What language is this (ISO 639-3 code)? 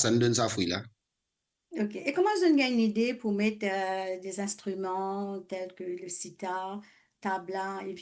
mfe